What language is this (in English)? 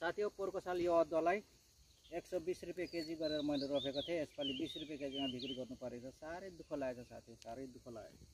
Nepali